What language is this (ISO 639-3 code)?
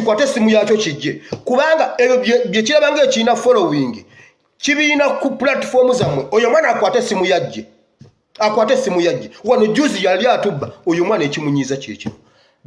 lug